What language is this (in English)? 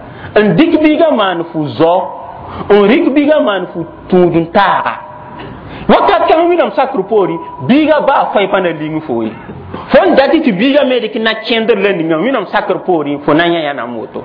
Mossi